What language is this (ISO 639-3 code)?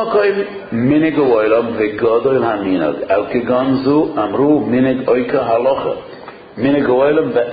heb